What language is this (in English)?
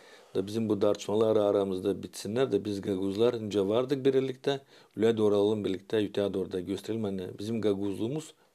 Gagauz